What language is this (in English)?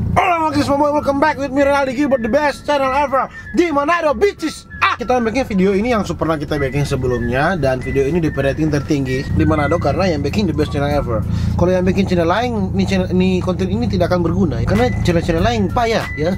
Manado Malay